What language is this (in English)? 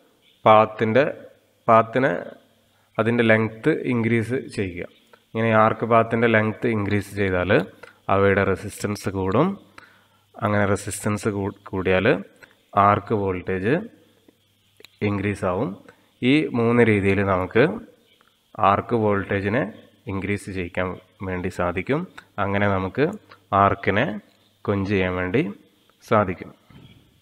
Malayalam